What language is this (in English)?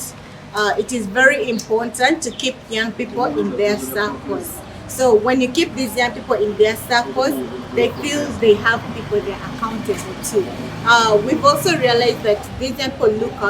Nyankole